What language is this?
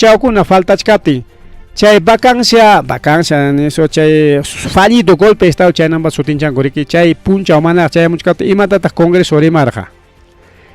Ayacucho Quechua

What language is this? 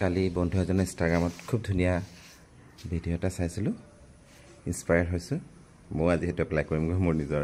Assamese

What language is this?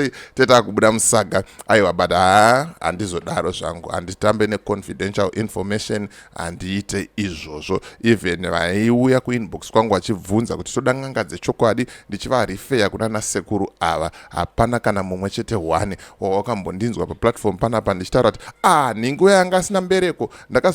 Shona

